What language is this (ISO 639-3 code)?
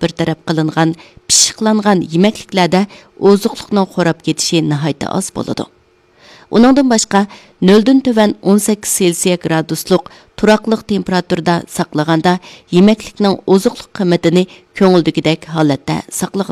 uig